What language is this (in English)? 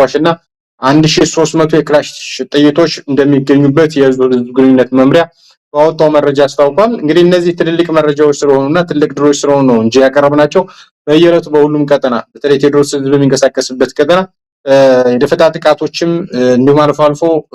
Amharic